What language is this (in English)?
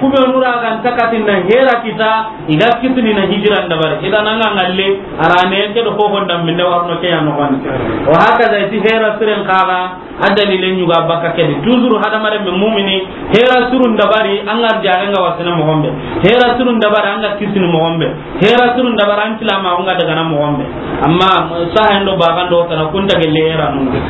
Soninke